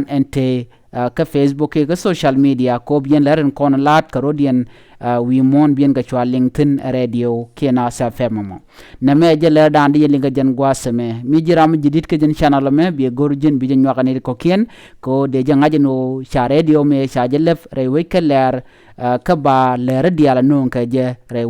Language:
Nuer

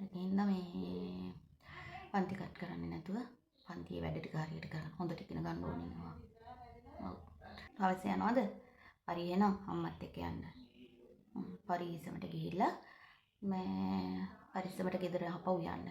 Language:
Sinhala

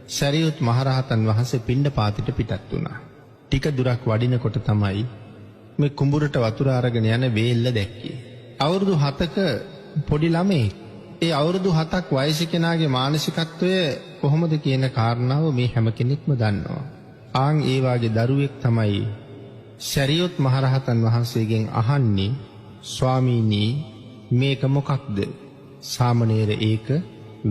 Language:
Sinhala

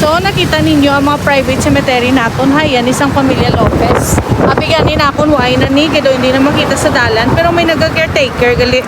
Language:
Hiligaynon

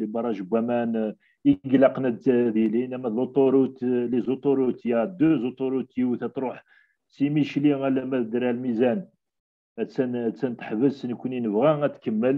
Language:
Kabyle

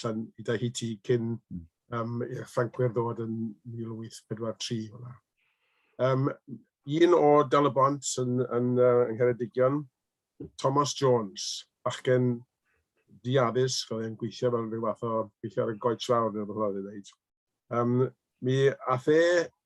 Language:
Welsh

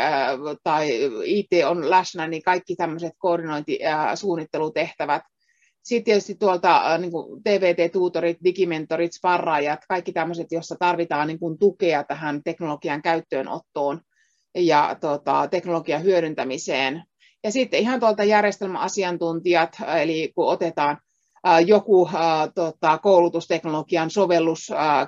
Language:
Finnish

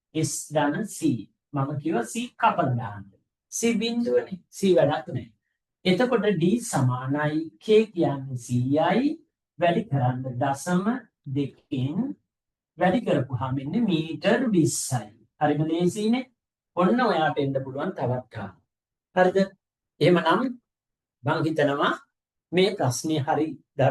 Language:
Sinhala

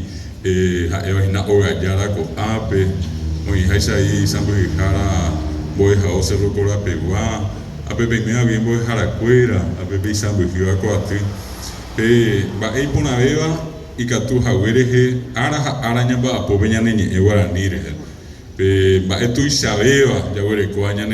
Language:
Guarani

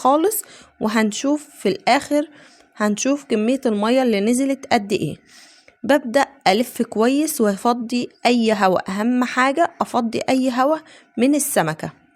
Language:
Egyptian Arabic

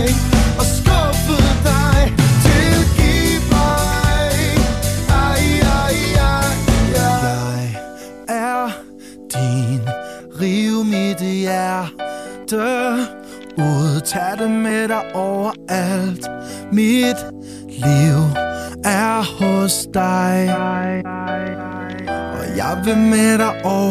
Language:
Danish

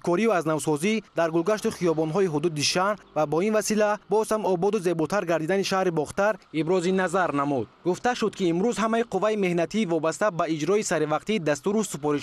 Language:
Tajik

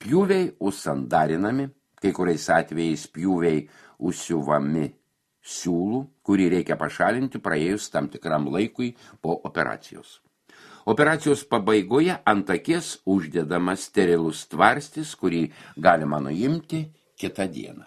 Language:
Lithuanian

